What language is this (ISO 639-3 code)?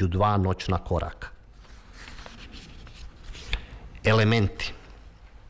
srp